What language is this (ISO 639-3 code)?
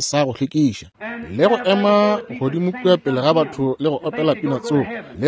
nso